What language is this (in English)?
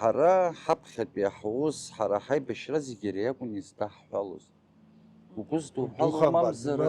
Abkhazian